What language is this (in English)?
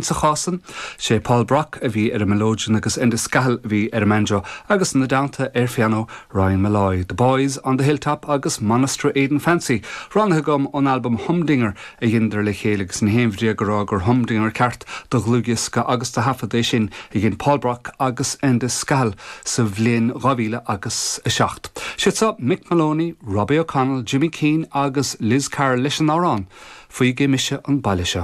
Irish